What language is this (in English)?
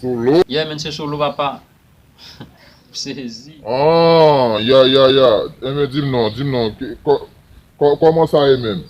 Haitian Creole